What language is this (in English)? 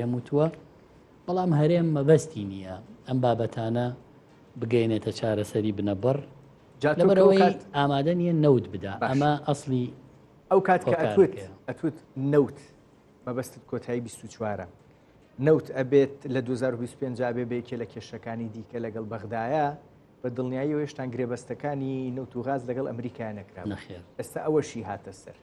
Central Kurdish